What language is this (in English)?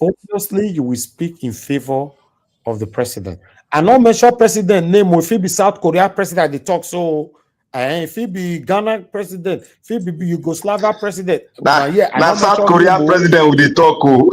Nigerian Pidgin